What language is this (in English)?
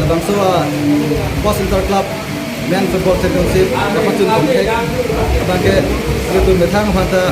Karbi